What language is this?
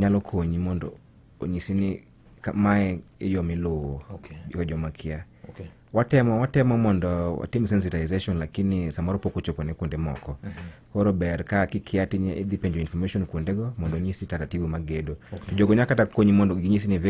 Luo (Kenya and Tanzania)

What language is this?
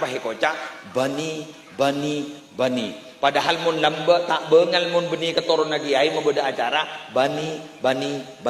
Madurese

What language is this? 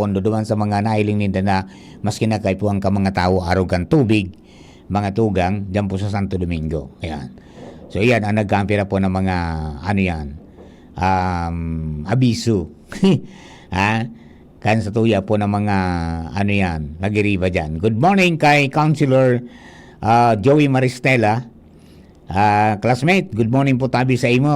Bikol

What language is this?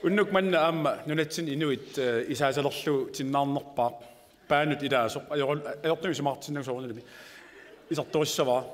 Kalaallisut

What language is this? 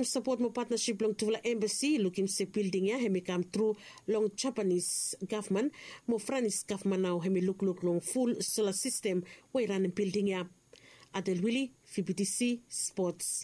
Bislama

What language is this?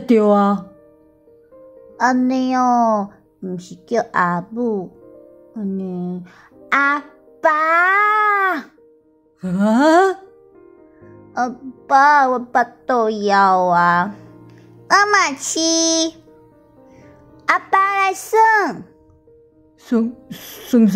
Min Nan Chinese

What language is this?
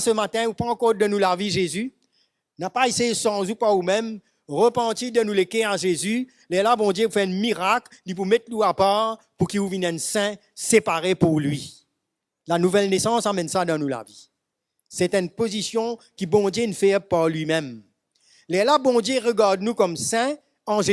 Morisyen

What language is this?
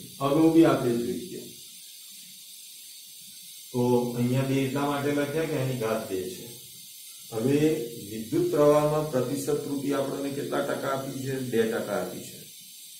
Gujarati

